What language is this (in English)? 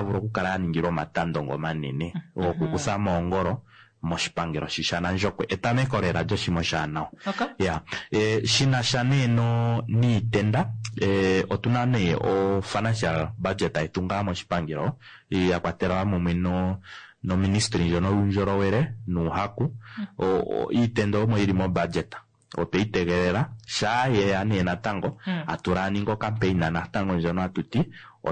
Kuanyama